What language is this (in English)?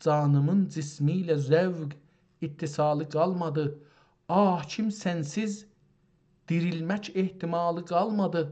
South Azerbaijani